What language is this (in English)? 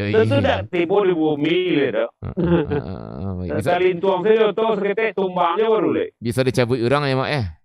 Minangkabau